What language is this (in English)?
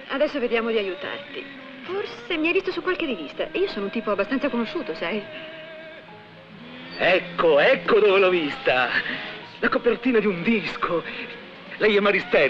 Italian